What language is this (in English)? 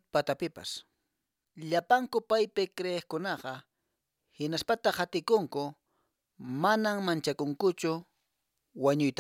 Quechua